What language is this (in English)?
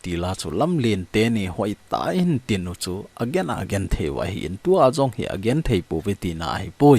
Thado Chin